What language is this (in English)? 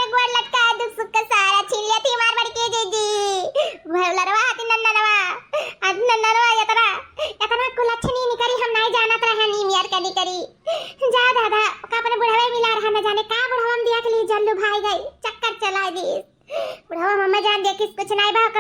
Awadhi